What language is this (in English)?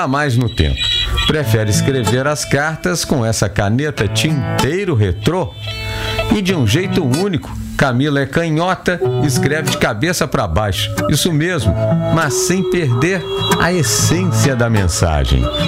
Portuguese